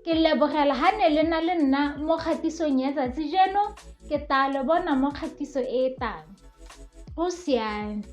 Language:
Tswana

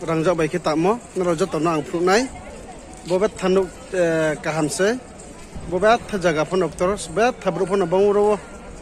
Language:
Riang (India)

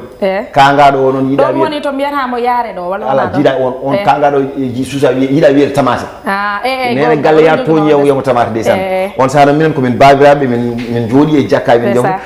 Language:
Fula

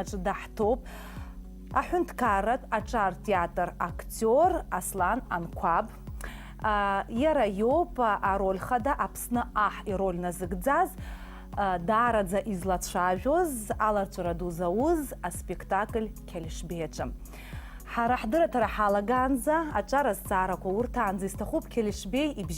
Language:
Abkhazian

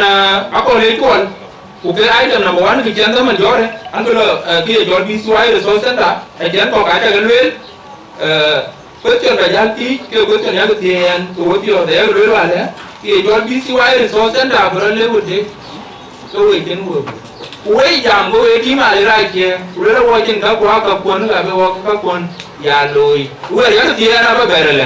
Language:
Dinka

